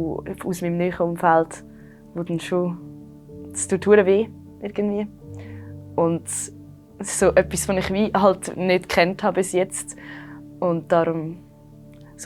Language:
Swiss German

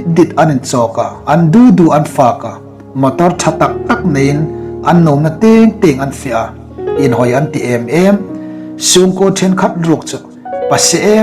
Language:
Hmar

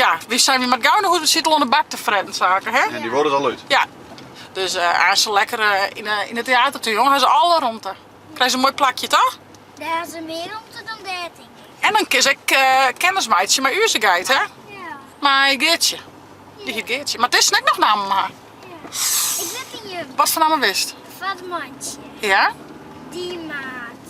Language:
Western Frisian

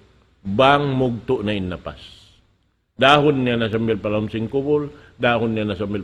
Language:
Tausug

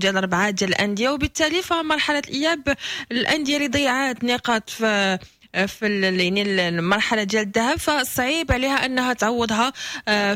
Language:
Moroccan Arabic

